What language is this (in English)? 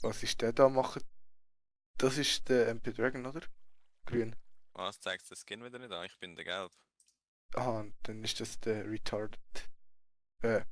Swiss German